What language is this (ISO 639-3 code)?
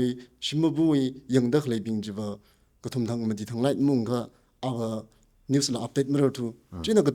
nmf